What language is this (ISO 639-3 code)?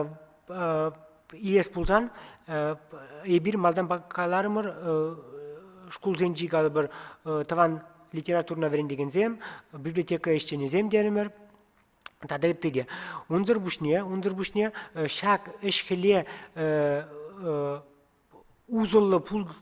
chv